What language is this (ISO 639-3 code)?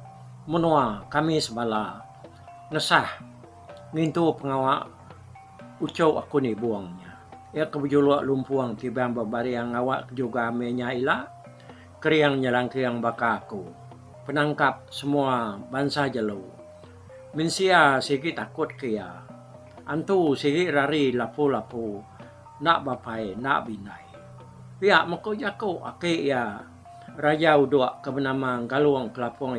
iba